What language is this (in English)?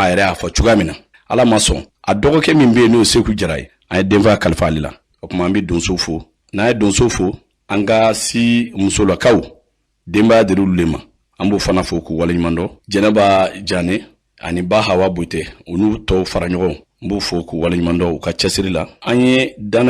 Bambara